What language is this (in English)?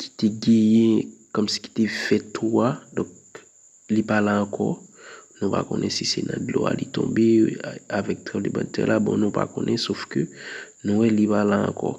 Haitian Creole